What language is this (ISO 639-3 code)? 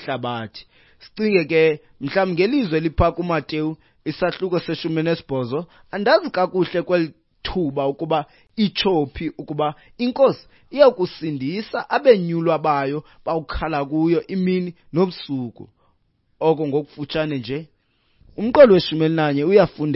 xho